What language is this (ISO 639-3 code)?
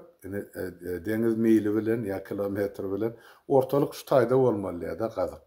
tuk